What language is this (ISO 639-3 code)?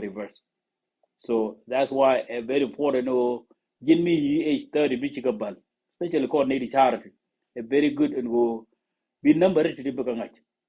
nus